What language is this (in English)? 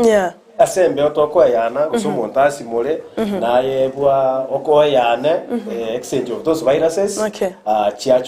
Gusii